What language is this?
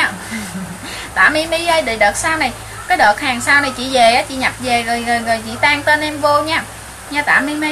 Vietnamese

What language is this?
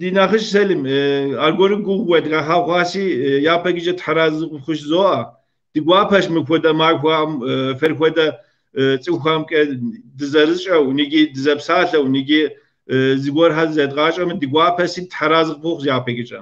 Kabardian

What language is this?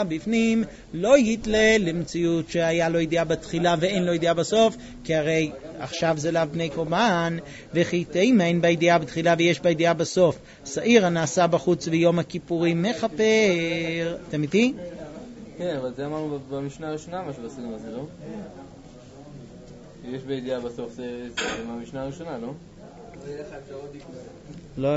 Hebrew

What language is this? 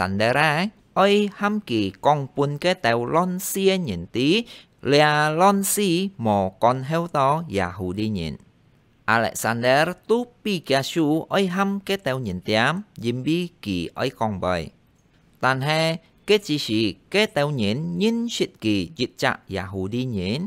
Hakka Chinese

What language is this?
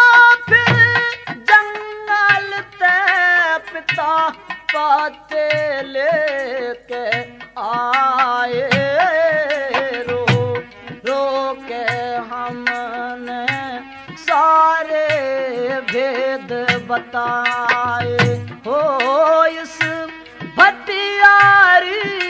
Haryanvi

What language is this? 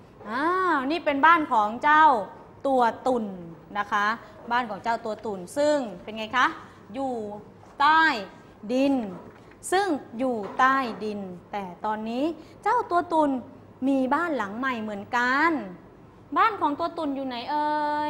Thai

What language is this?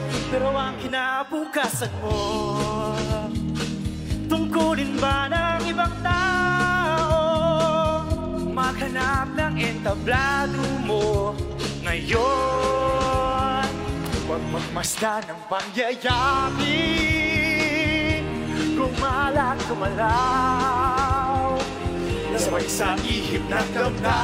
Filipino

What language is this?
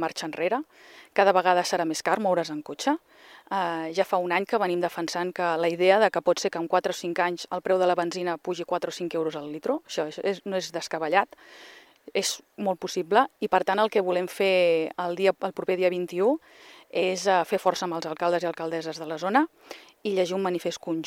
Catalan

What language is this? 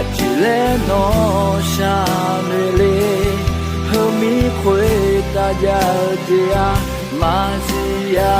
Akha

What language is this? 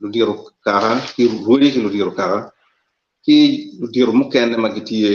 Acoli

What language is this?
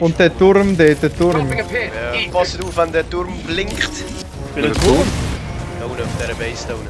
Swiss German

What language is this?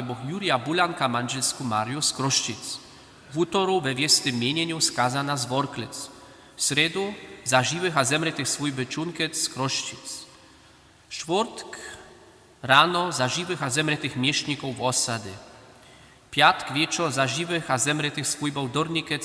Upper Sorbian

